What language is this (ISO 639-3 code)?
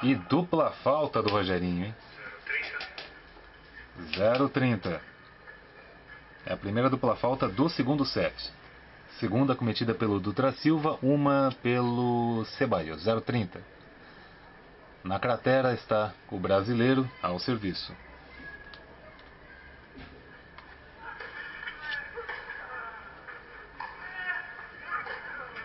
por